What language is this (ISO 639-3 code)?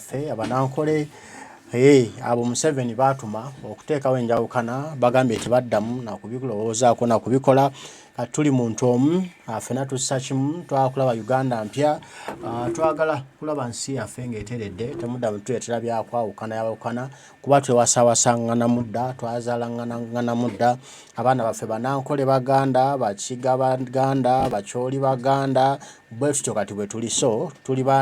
lug